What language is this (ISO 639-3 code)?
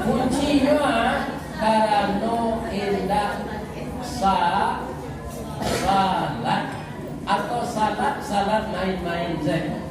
min